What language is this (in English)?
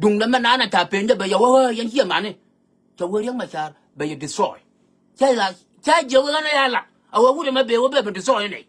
Nuer